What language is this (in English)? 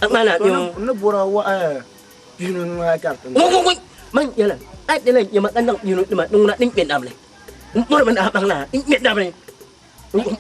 Dagbani